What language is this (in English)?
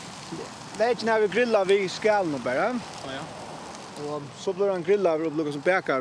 Faroese